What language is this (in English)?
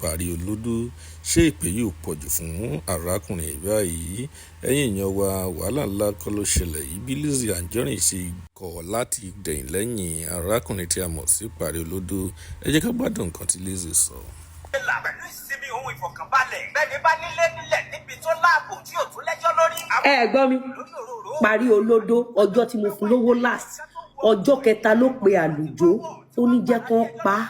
Yoruba